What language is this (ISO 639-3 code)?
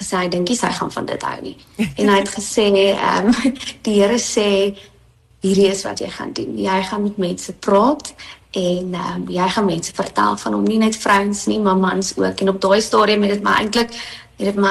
afr